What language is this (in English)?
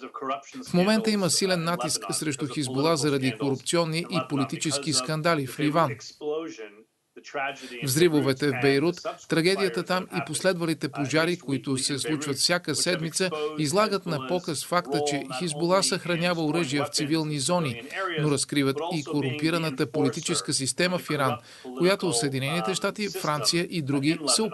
Bulgarian